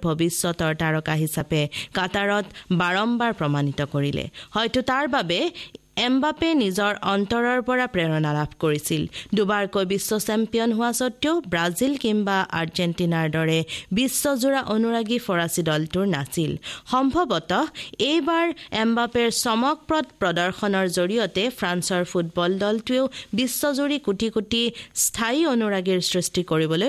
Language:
Assamese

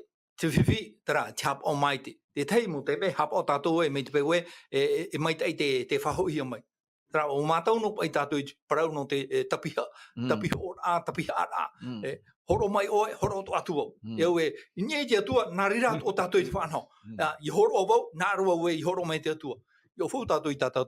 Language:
Tahitian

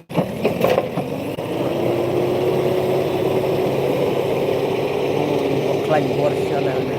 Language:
Khasi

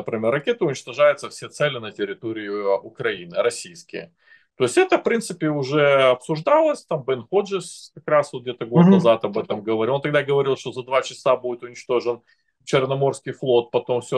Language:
Russian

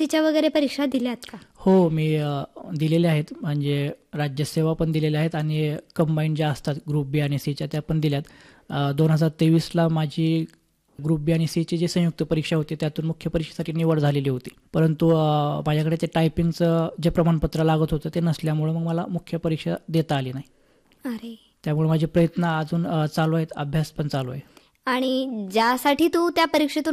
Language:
Marathi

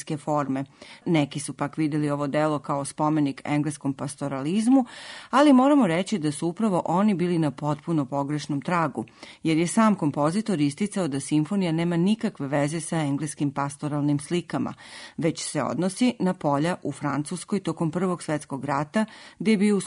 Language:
Serbian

